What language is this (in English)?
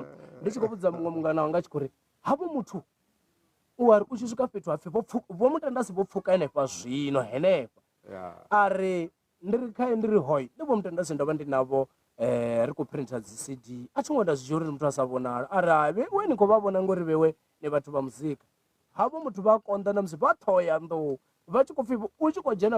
Venda